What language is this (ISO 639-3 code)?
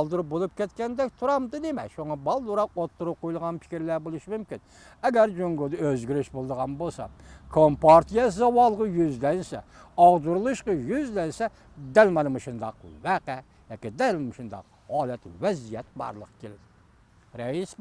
uig